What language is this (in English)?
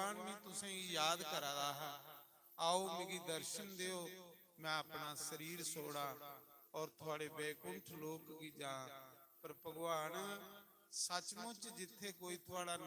Dogri